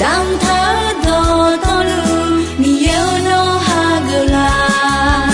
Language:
Akha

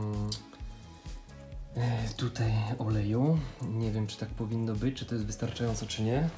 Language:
Polish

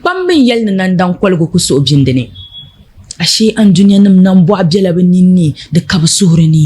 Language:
Dagbani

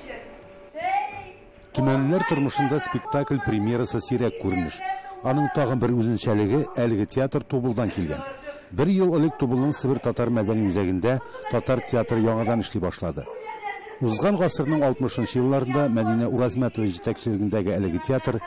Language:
Tatar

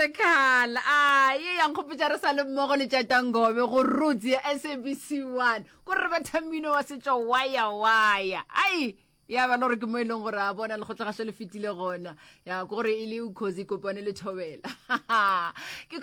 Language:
Northern Sotho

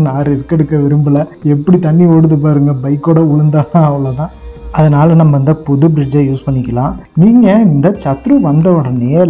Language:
Tamil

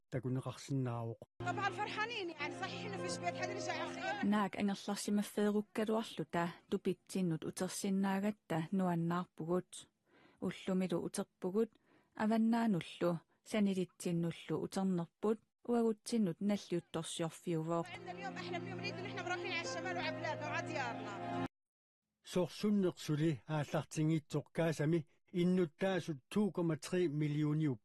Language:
Kalaallisut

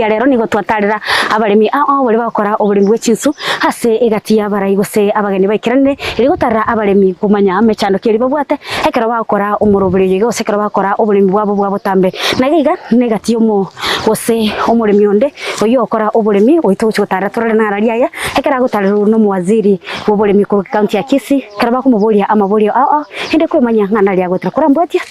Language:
Gusii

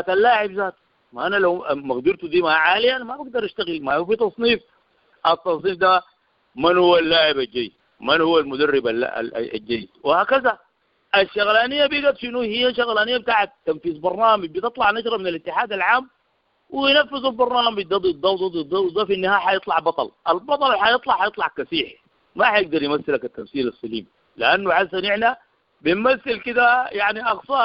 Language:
Sudanese Arabic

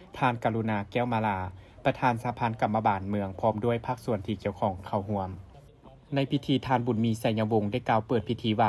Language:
Lao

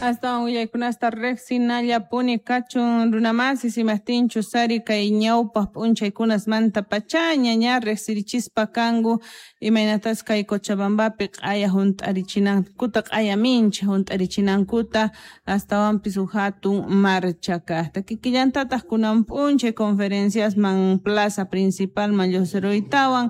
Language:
South Bolivian Quechua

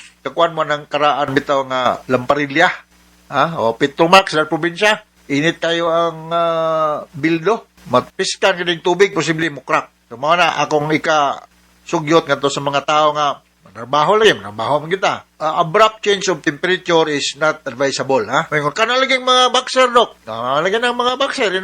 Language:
Cebuano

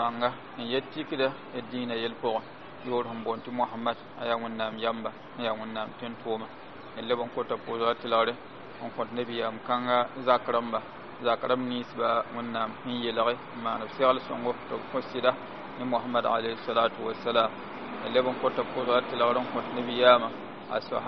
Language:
Mossi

